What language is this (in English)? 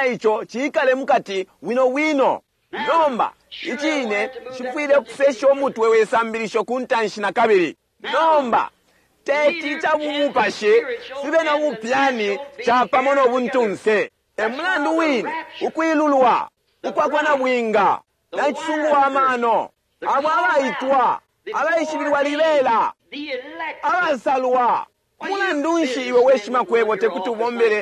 Bemba